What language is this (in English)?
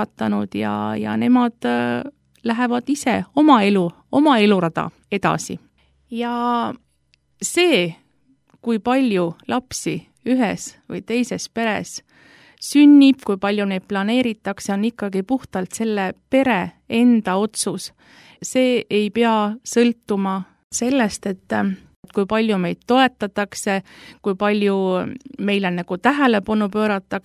Estonian